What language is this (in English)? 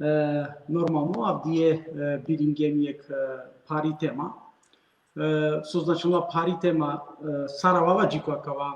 Balkan Romani